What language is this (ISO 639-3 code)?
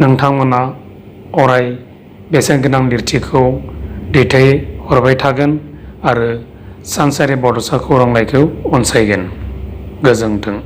brx